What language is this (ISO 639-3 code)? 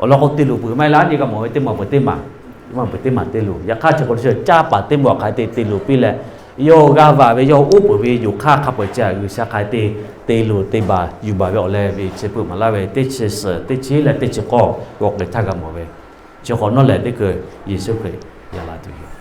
lhu